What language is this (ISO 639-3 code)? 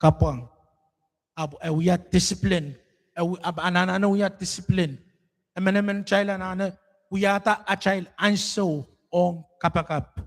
pon